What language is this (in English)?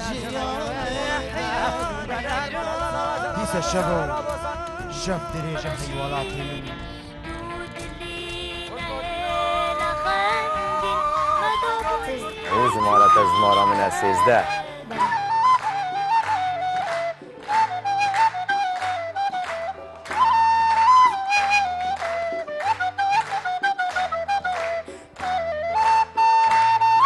Kurdish